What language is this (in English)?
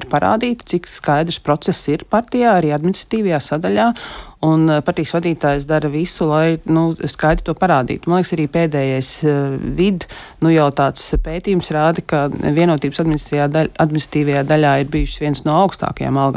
Latvian